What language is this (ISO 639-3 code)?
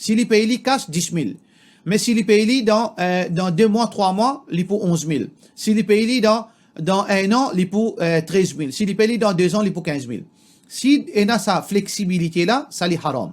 mfe